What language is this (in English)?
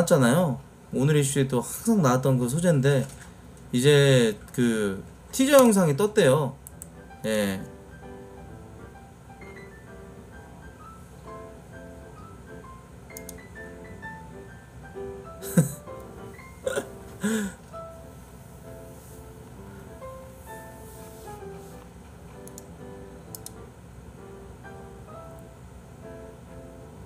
Korean